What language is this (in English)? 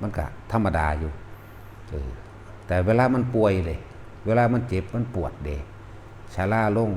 Northeastern Thai